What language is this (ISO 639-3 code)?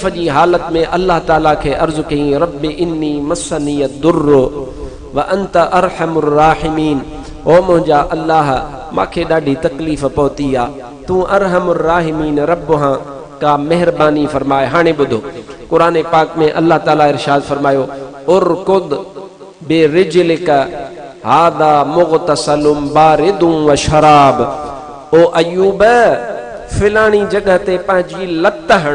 snd